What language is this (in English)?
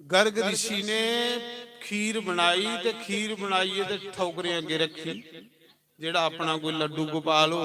Dogri